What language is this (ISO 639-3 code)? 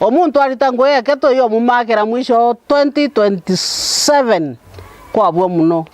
mer